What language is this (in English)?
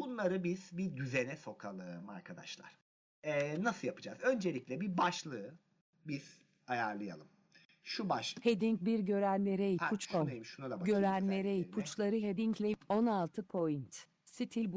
Turkish